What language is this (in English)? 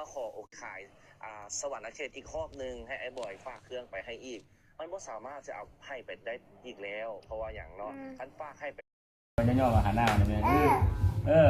Lao